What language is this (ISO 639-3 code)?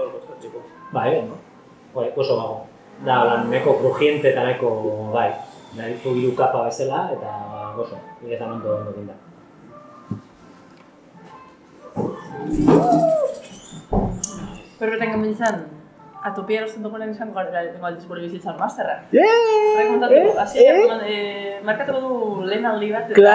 eus